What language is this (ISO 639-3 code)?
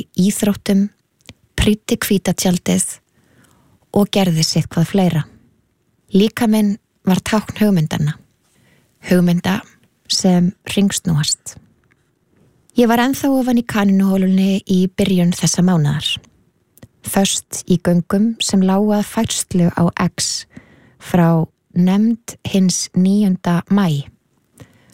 isl